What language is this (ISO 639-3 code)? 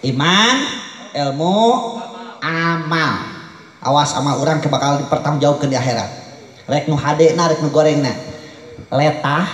sun